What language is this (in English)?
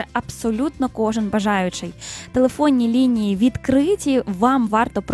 Ukrainian